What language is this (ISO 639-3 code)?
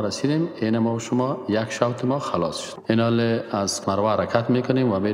fas